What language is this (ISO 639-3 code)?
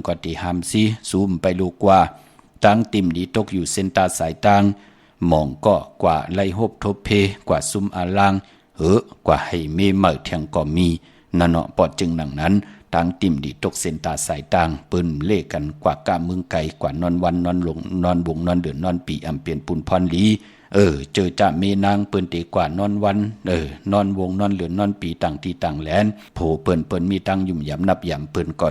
shn